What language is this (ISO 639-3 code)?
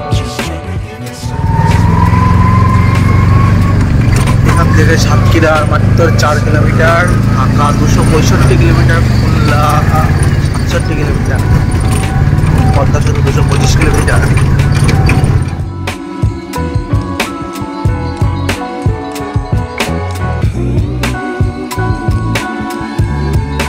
ben